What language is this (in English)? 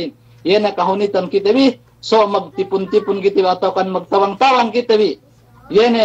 Yakan